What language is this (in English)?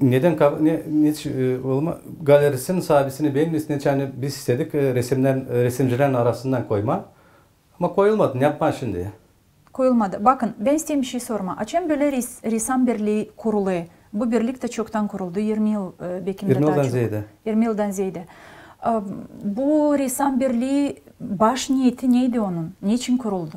Gagauz